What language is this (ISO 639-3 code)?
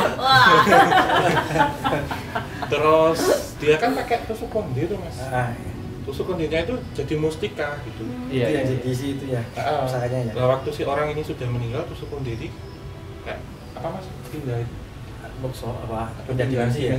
ind